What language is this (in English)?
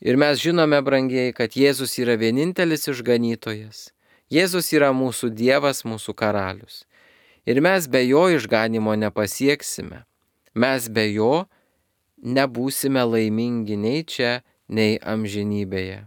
Lithuanian